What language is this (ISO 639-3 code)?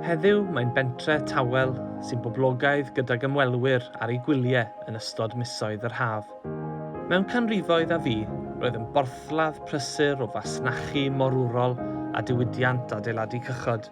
cym